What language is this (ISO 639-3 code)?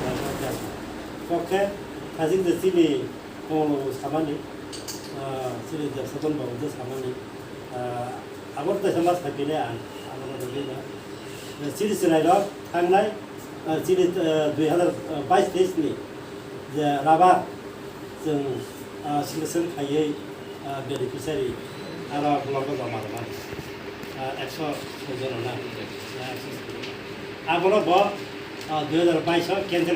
trp